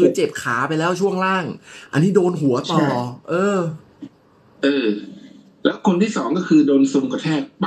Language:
Thai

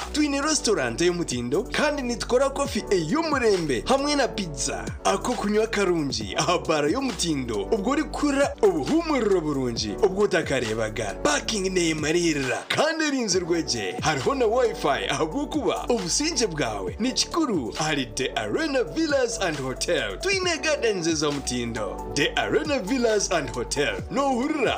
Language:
Nyankole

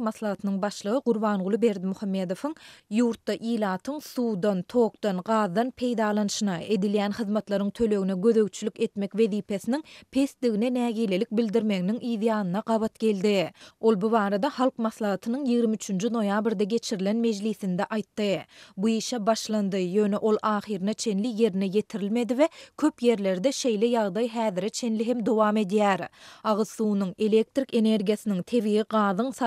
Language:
Turkmen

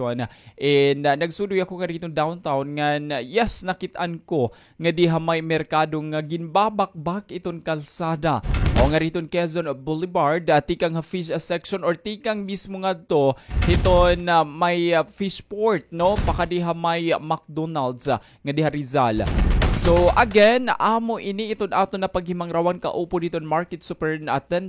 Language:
Waray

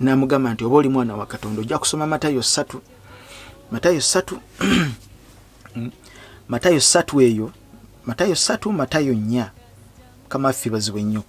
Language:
Ganda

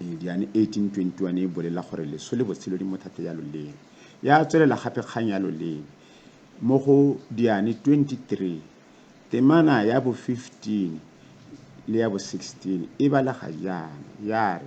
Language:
Tswana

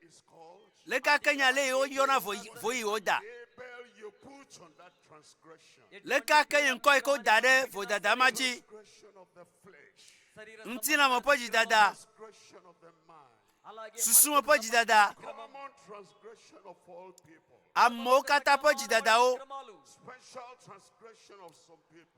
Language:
Ewe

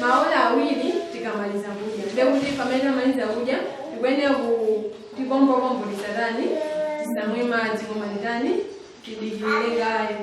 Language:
Nyanja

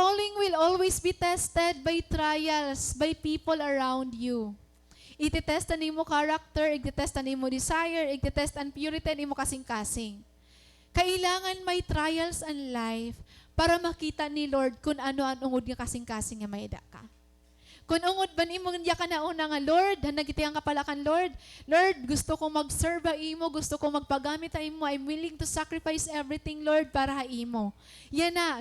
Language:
Waray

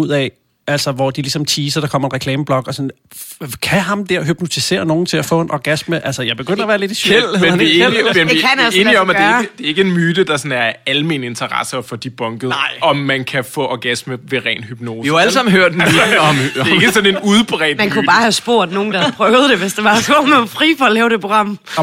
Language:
Danish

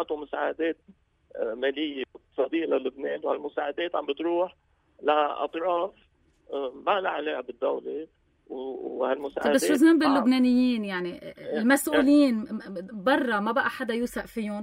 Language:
North Levantine Arabic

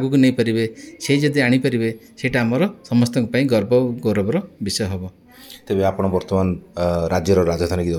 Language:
Odia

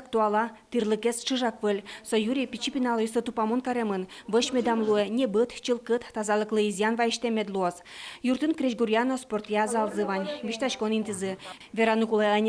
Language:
Udmurt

